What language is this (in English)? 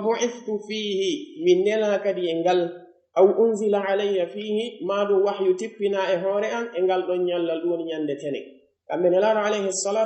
Pular